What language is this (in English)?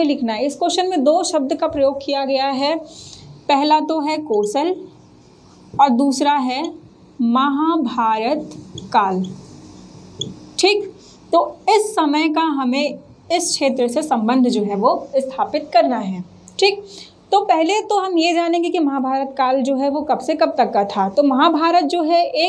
Hindi